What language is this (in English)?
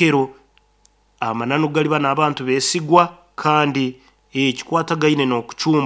Nyoro